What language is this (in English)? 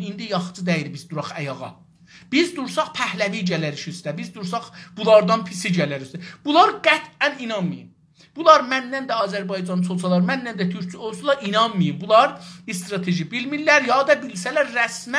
South Azerbaijani